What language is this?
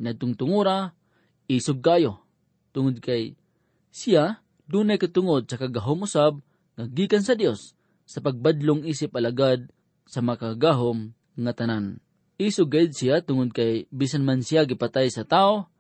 Cebuano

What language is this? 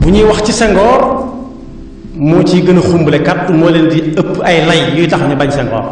Wolof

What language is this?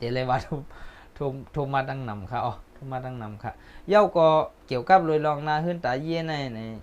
Shan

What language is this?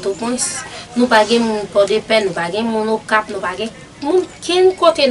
Haitian Creole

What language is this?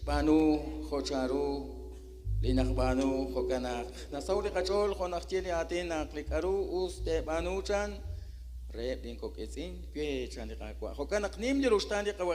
Kekchí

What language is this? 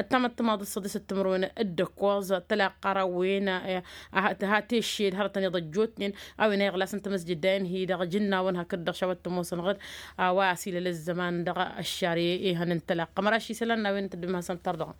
Tamasheq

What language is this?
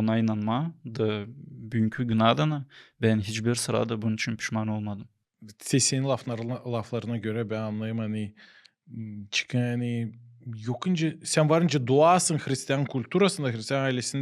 Gagauz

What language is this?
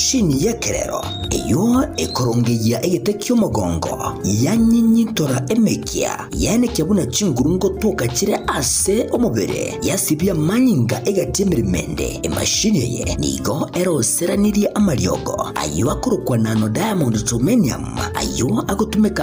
Gusii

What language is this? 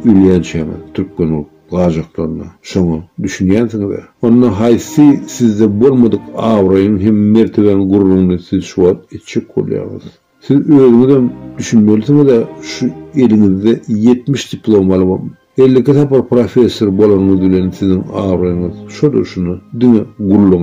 Turkmen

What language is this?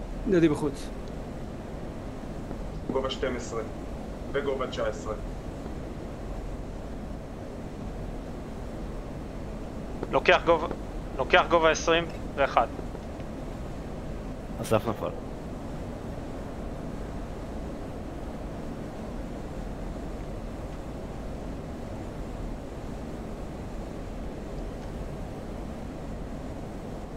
Hebrew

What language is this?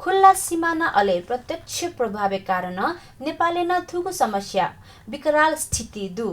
Newari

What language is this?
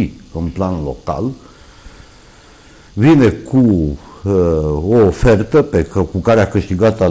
Romanian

